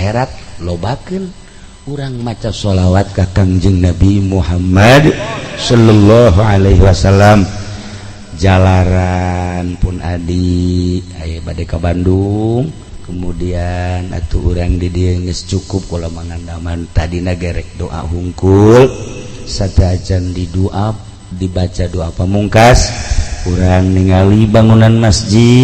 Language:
Sundanese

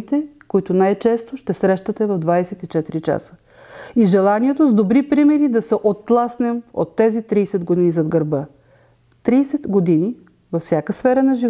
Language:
Bulgarian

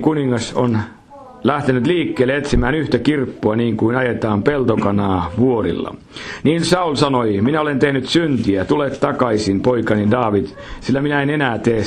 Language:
Finnish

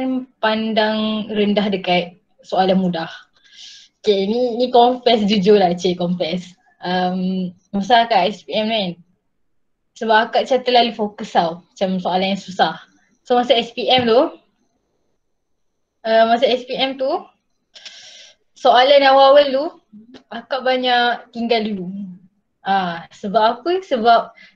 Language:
Malay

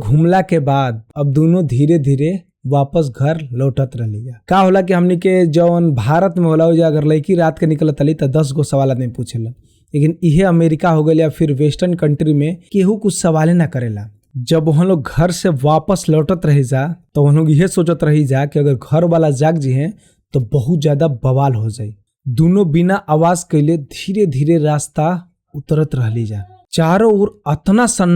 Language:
Bhojpuri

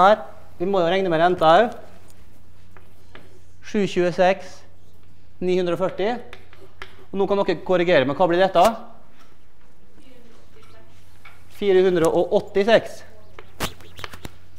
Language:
Norwegian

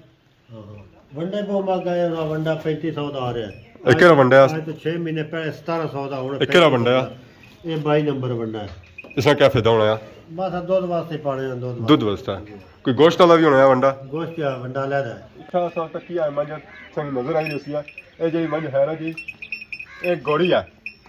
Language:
Pahari-Potwari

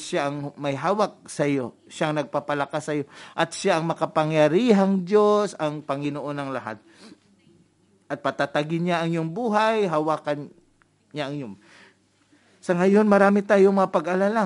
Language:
Filipino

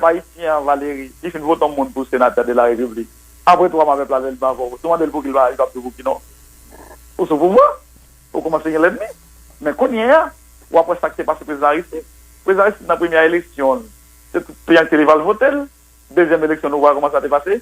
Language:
Haitian Creole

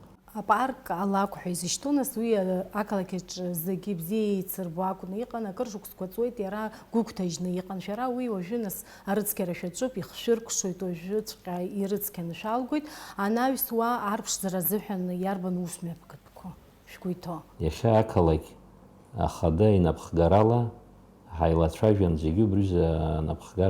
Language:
Abkhazian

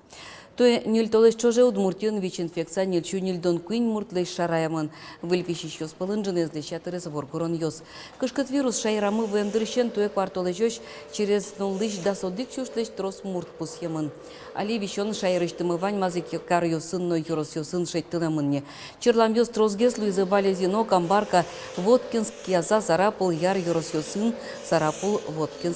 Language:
Udmurt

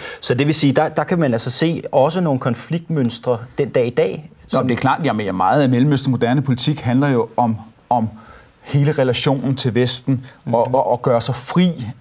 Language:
Danish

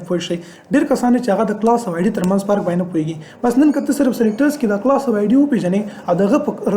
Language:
Pashto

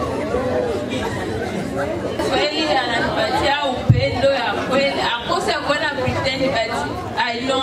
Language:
Swahili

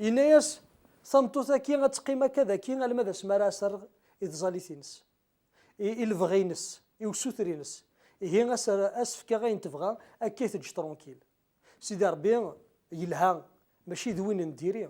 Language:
Kabyle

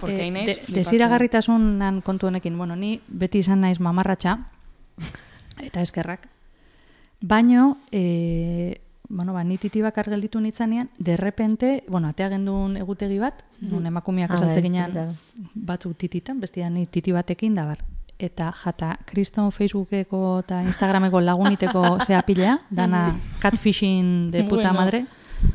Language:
Basque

